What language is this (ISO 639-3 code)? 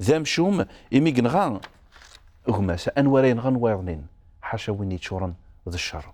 kab